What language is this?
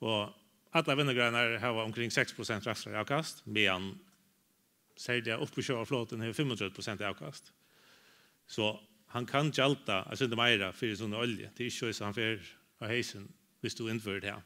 Faroese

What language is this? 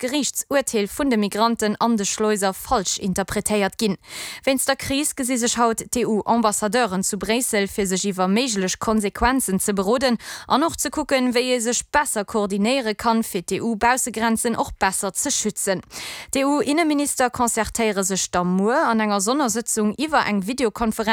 Luxembourgish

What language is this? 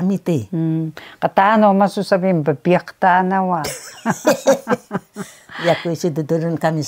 Taroko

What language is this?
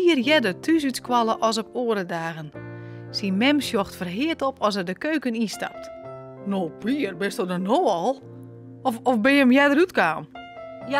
Western Frisian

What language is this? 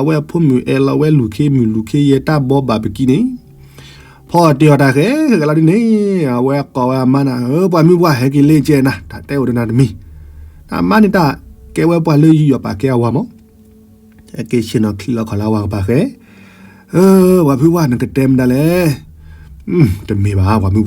S'gaw Karen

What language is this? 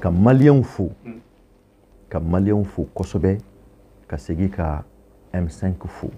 Bambara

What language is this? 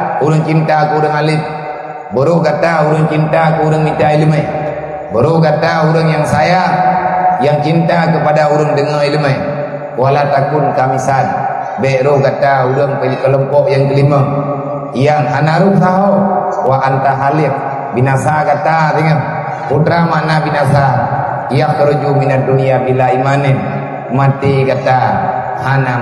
Achinese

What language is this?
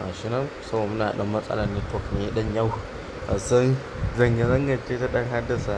Hausa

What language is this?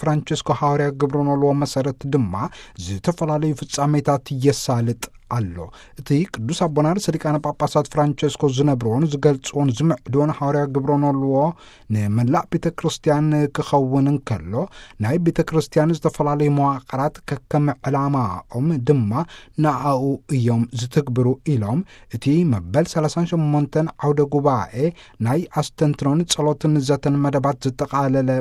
Tigrinya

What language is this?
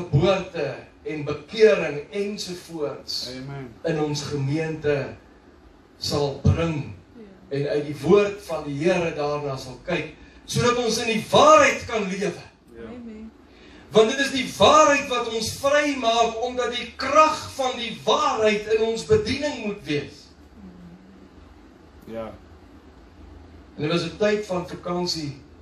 Afrikaans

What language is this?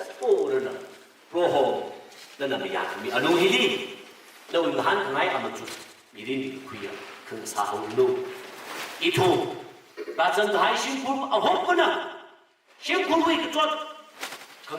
Tangkhul Naga (India)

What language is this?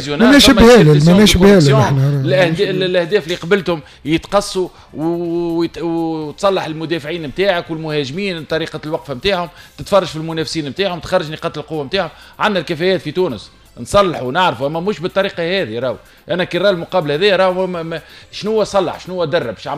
Tunisian Arabic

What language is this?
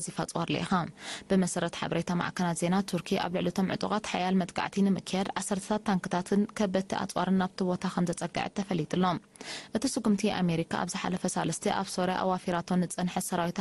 Tigrinya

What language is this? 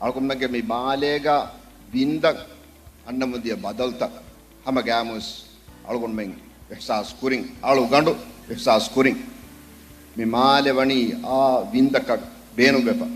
Divehi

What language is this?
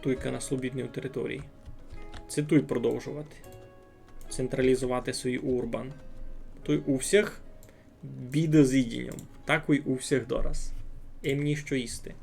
Rusyn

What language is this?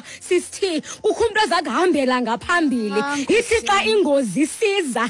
Xhosa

